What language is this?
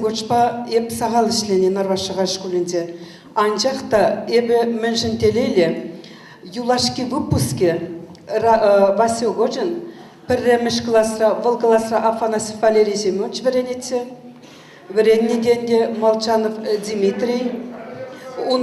Chuvash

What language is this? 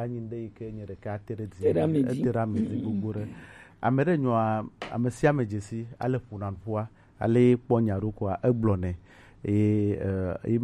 Gen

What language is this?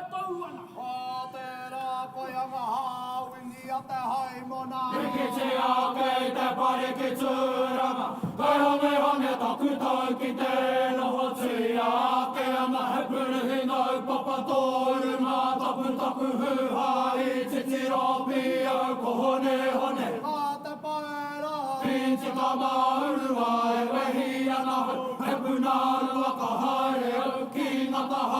Māori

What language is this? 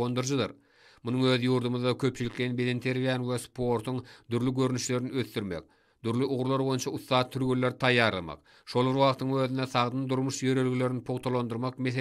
Turkmen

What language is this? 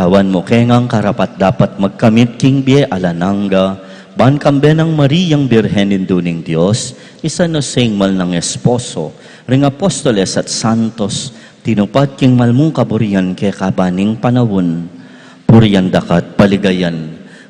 Pampanga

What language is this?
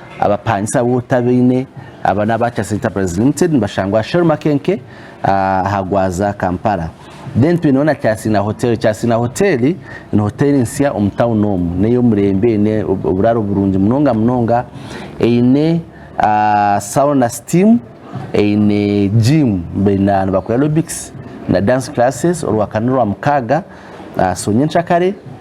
Nyankole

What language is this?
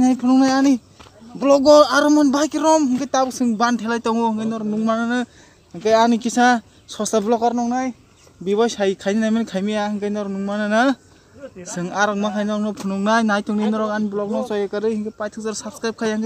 Kok Borok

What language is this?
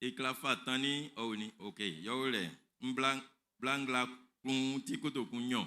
Baoulé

